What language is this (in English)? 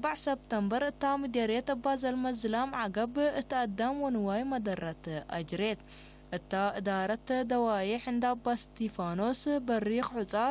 Tigre